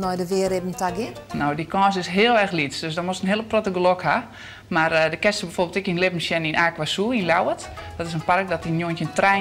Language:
Western Frisian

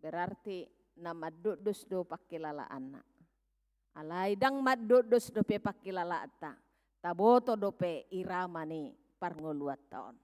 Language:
Batak Toba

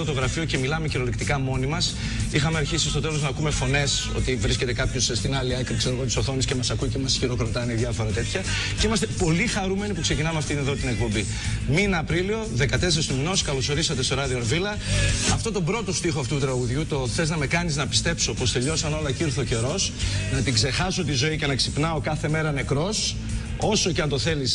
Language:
Greek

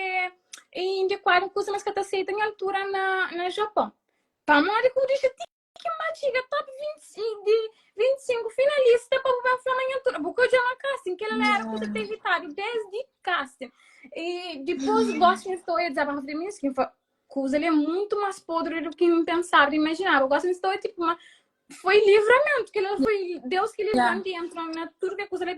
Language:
Kabuverdianu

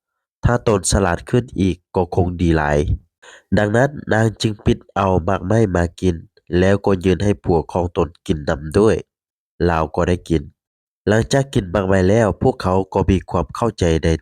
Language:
Lao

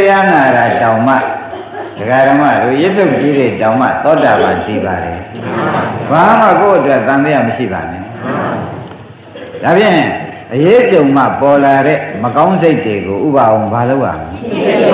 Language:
Burmese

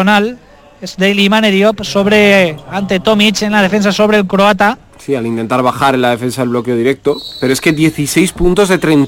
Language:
Spanish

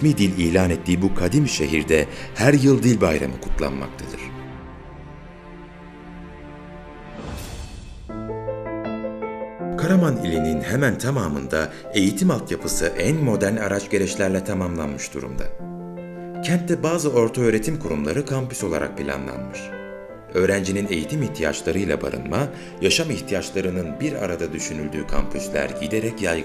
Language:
Turkish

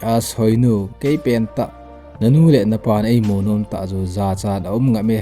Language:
Thado Chin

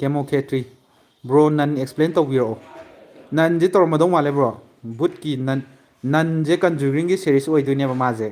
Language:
Manipuri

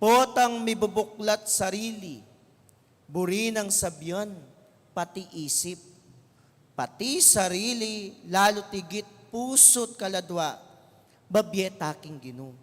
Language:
Pampanga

